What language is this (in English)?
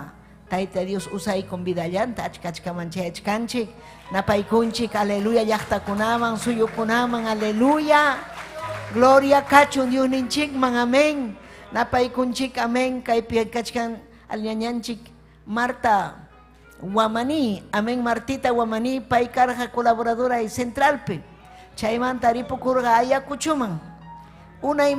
Ayacucho Quechua